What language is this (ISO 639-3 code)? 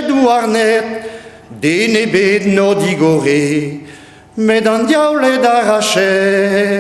bre